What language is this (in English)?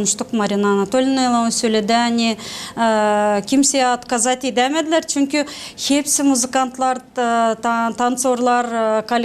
Gagauz